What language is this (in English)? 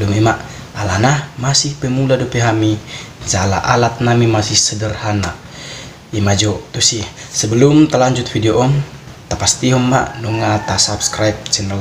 Batak Toba